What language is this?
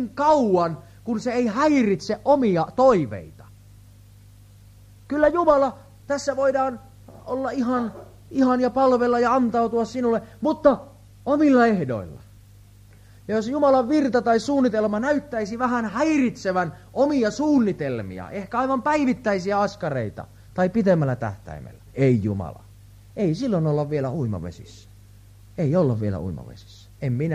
Finnish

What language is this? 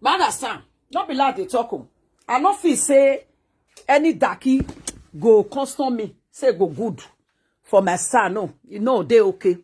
Nigerian Pidgin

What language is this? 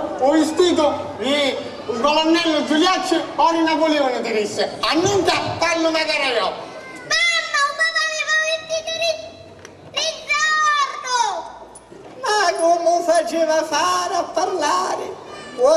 Sicilian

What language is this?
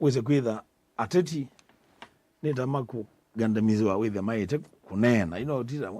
Kamba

